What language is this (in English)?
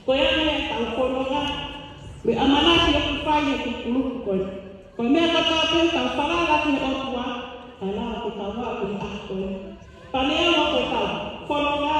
Tongan